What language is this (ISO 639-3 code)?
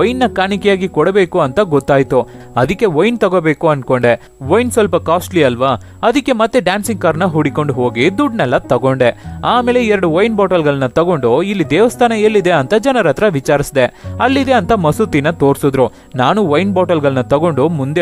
kan